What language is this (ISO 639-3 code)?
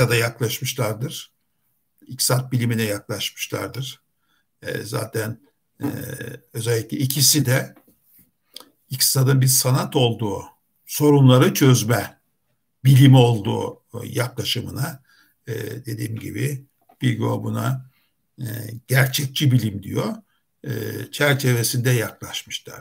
tur